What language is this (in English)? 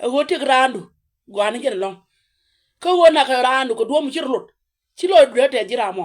Nuer